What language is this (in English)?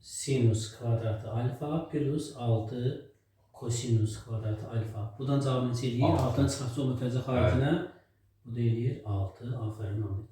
Azerbaijani